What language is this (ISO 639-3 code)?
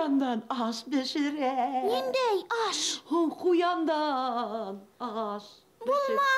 bak